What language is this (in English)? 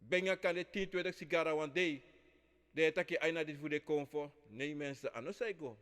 Sranan Tongo